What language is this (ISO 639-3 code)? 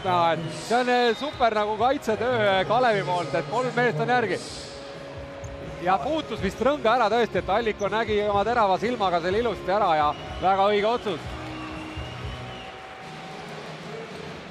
est